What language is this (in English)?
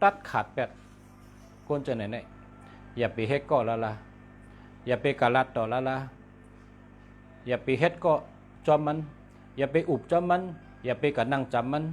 Shan